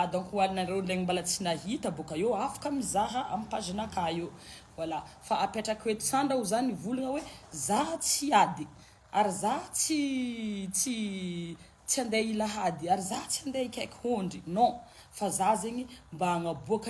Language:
Malagasy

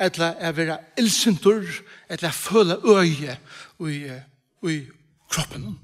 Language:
Faroese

